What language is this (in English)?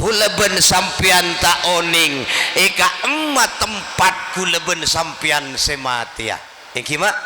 Madurese